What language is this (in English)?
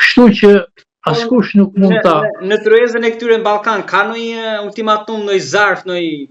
Albanian